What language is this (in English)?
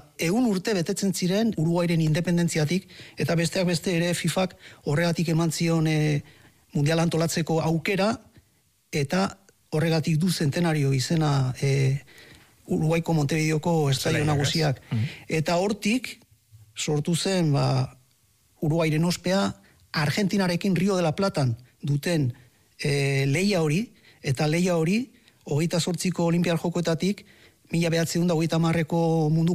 Basque